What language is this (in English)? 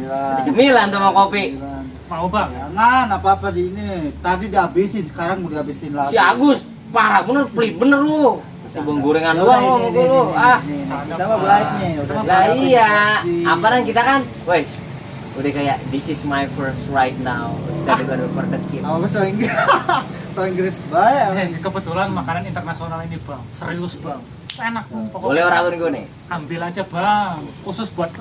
Betawi